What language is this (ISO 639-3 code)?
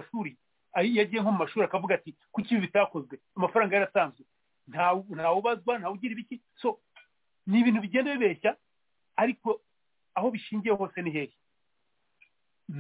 kin